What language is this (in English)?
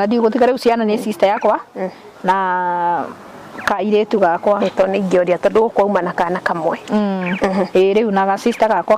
Kikuyu